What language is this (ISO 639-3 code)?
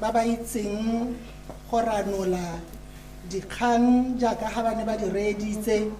tsn